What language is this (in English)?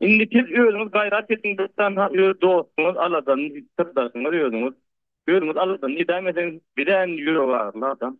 Turkmen